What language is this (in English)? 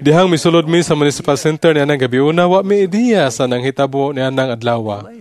Cebuano